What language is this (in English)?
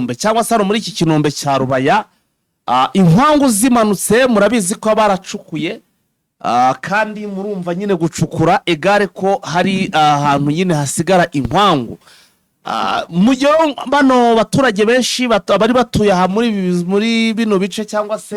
Kinyarwanda